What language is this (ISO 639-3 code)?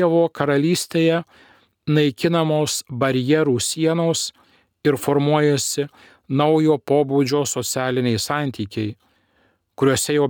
lit